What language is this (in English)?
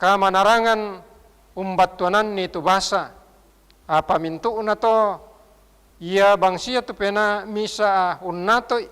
Toraja-Sa'dan